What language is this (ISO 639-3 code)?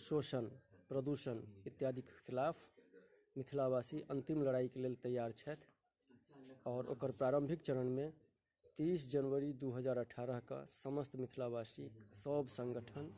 mai